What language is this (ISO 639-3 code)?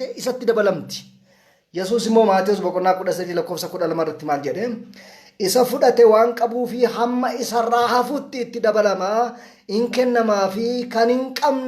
orm